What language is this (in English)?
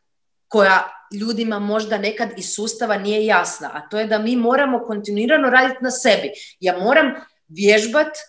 Croatian